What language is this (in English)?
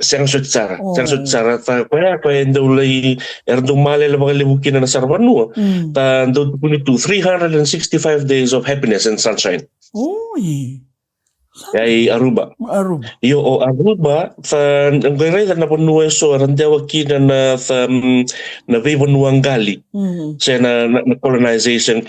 Fijian